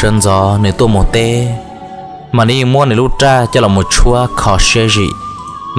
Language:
Hmong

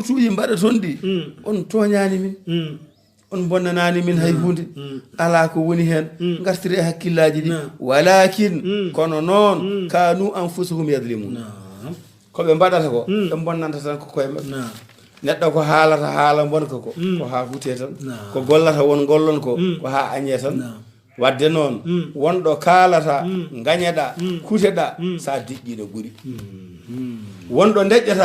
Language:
Fula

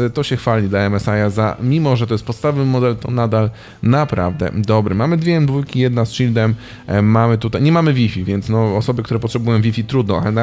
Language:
Polish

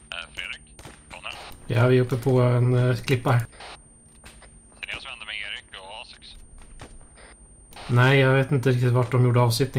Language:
Swedish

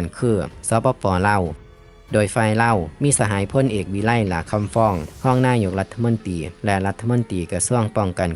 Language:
Lao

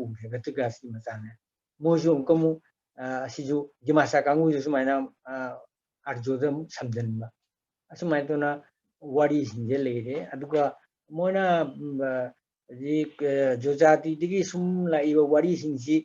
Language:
Manipuri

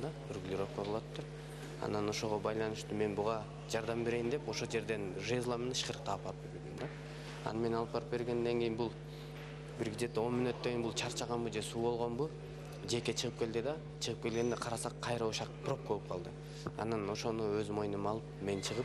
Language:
Kyrgyz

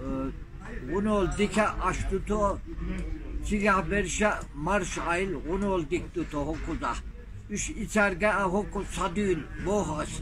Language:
Chechen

